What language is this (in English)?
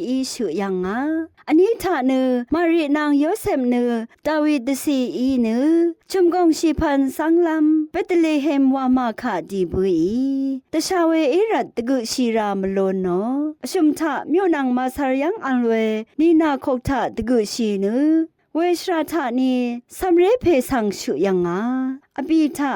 Rawang